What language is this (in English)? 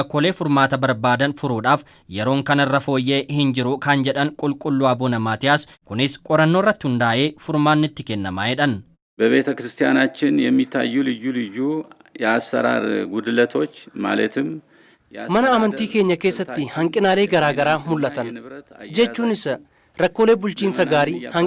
Oromo